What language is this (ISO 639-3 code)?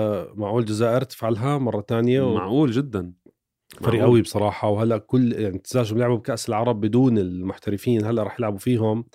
apc